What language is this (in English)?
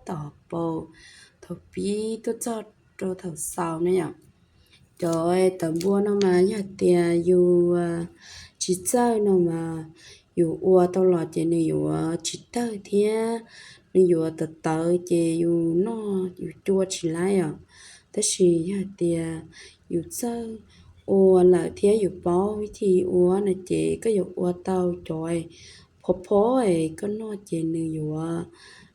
Hmong